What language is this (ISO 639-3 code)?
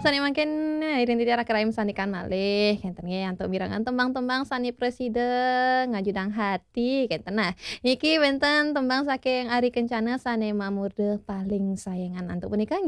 ban